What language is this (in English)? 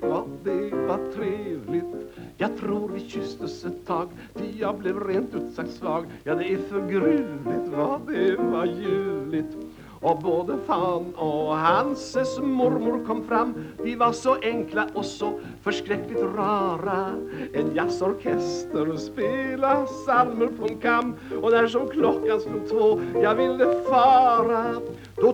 Swedish